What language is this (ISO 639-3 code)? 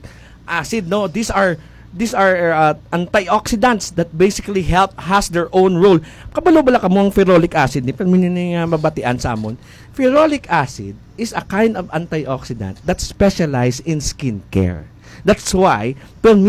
hil